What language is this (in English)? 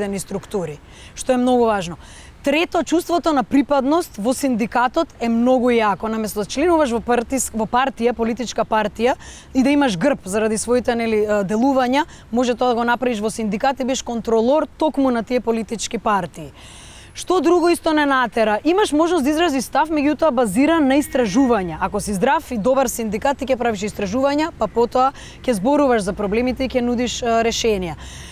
Macedonian